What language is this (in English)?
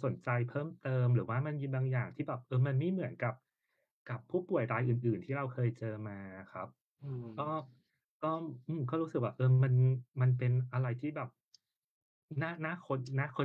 Thai